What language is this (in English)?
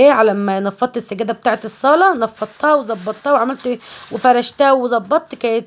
Egyptian Arabic